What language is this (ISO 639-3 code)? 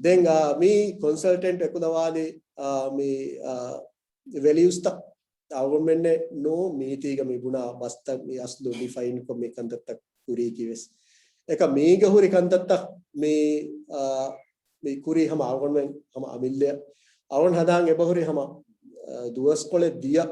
div